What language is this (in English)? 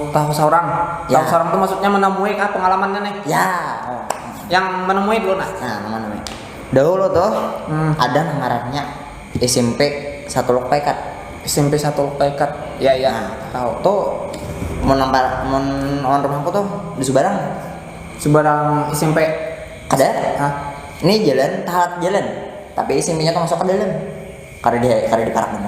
Banjar